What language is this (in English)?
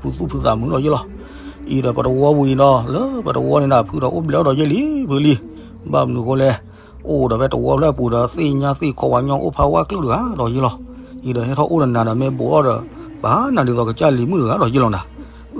S'gaw Karen